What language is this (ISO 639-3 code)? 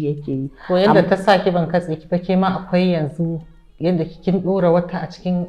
hau